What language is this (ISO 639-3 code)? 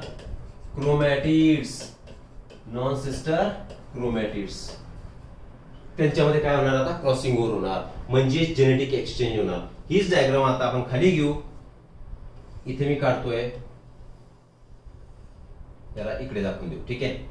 mar